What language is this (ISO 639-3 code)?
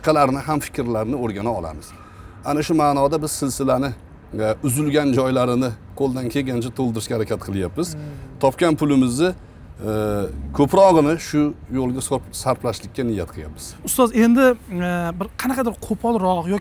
uzb